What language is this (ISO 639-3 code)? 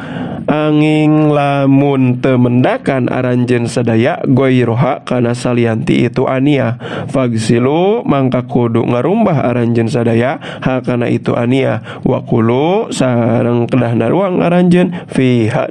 sun